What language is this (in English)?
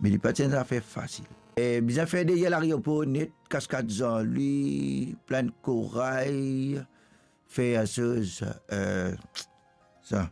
Morisyen